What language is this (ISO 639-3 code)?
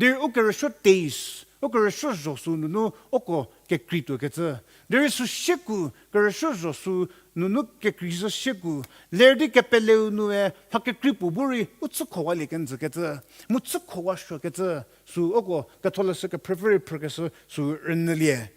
njm